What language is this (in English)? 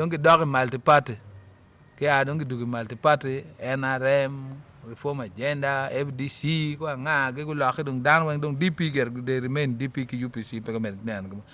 Acoli